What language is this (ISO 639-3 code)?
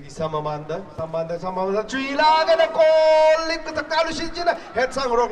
nmf